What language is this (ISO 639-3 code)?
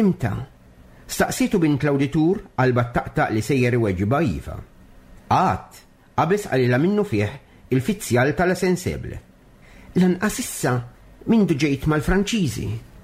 mlt